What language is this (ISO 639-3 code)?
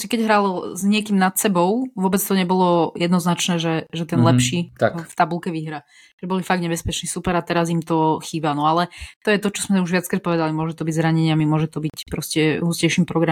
slk